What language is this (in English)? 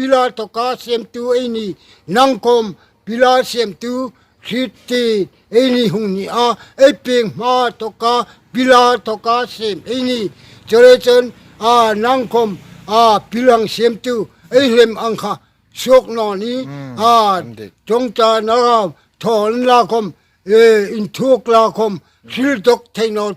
Hmar